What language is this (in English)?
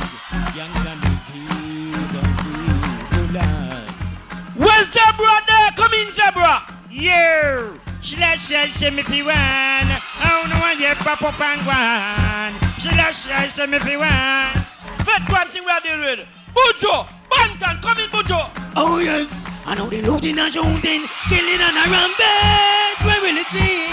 Jamaican Creole English